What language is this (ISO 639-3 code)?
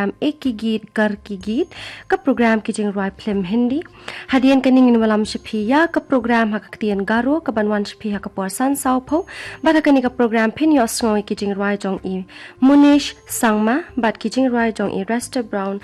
kha